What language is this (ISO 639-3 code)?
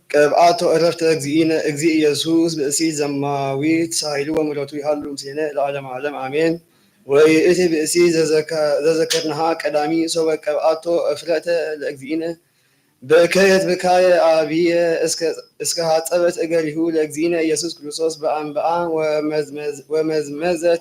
gez